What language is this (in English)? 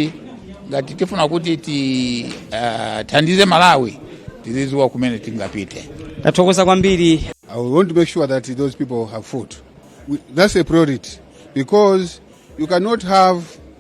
Nyanja